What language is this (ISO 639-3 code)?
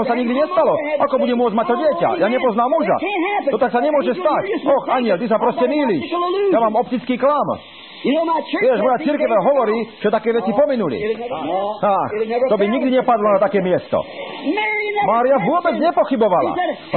slk